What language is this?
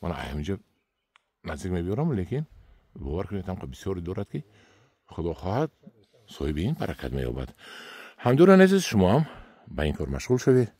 Tajik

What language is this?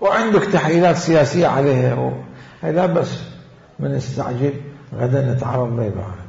Mesopotamian Arabic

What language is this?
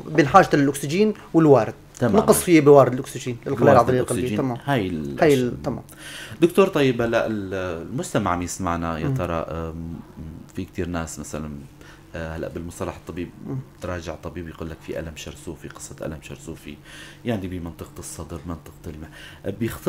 North Levantine Arabic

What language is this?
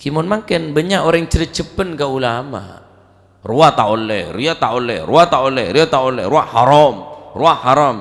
Madurese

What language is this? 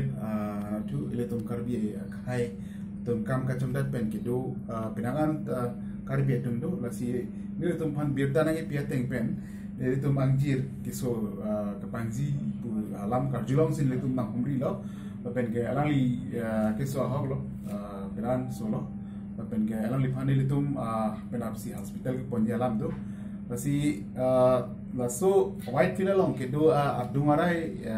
Karbi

